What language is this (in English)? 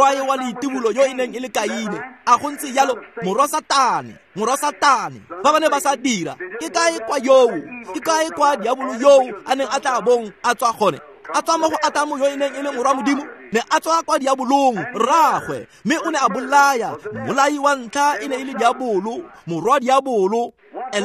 Tswana